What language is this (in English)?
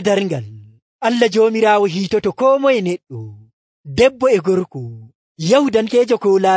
Nigerian Fulfulde